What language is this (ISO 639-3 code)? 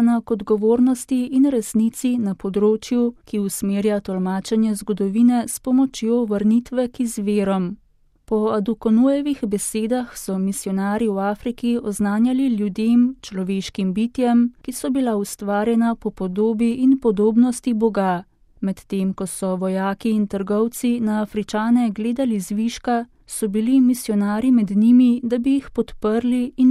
slv